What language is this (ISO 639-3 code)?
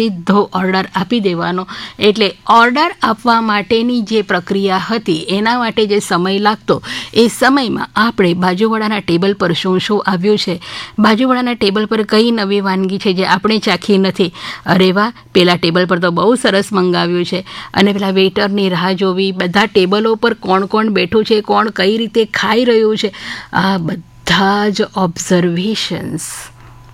guj